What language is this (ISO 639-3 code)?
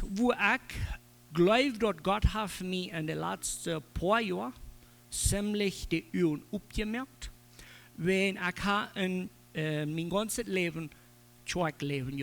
pdt